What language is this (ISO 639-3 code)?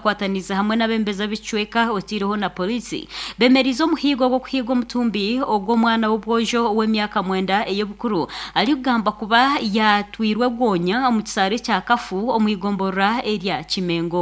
nyn